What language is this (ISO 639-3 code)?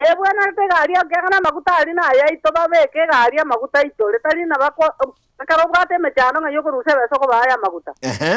guz